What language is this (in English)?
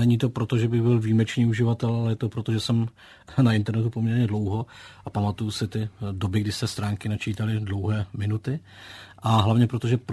Czech